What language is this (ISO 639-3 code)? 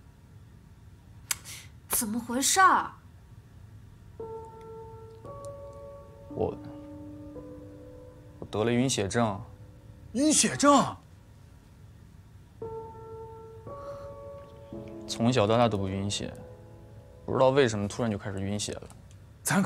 zho